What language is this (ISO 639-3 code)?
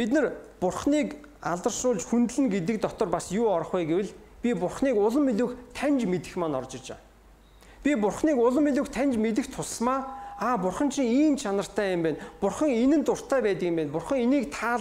mon